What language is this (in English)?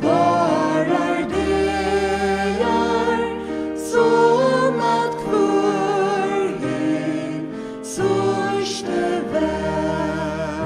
Faroese